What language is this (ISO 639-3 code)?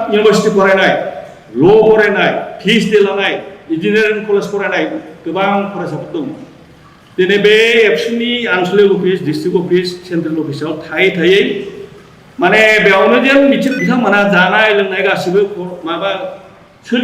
brx